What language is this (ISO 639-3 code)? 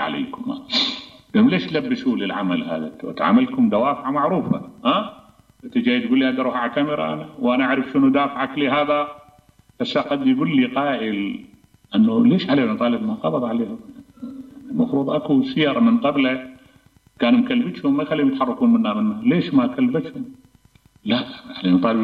acm